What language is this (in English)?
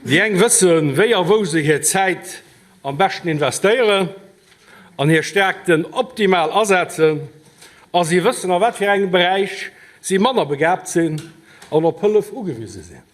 Luxembourgish